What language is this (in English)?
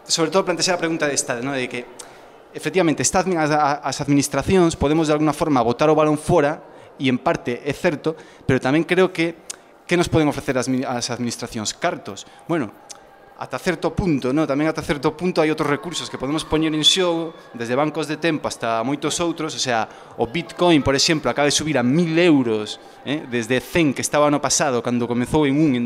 Galician